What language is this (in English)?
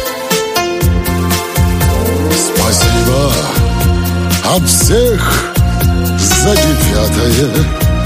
Russian